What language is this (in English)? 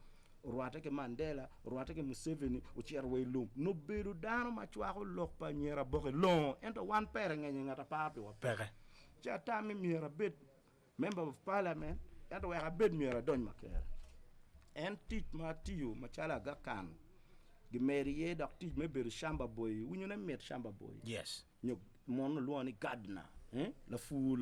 Acoli